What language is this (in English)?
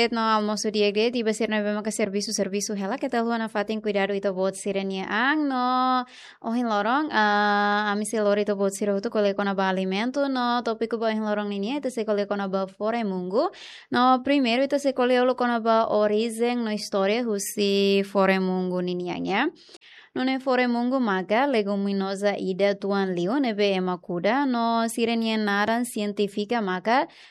Tetum